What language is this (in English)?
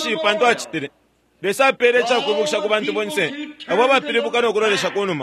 Bemba